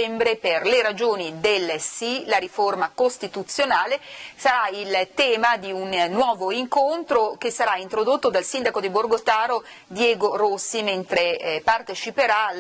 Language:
Italian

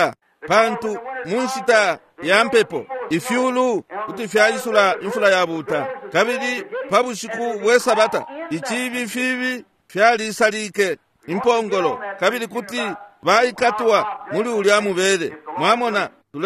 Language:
Bemba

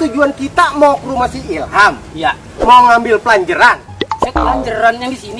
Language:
Betawi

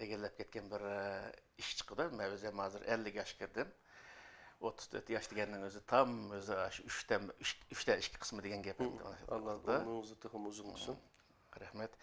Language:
Uyghur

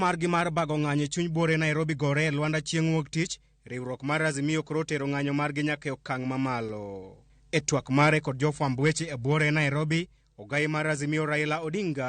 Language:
Luo (Kenya and Tanzania)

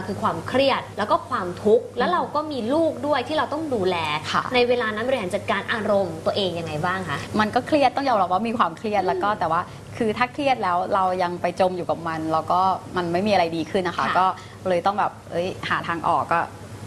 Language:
Thai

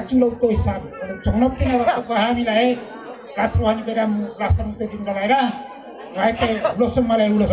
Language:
Batak Toba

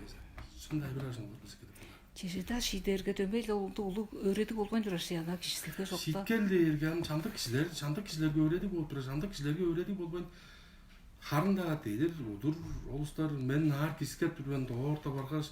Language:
Tuvinian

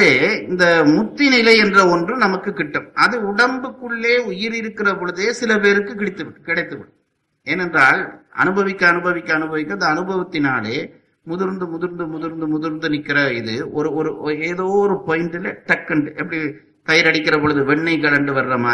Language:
Tamil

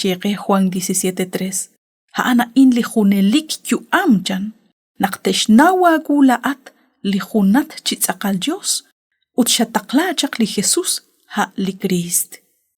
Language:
Kekchí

